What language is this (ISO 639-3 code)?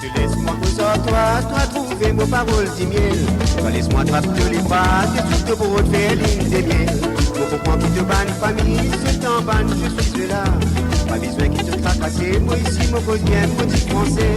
mfe